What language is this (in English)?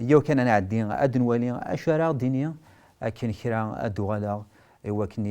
Kabyle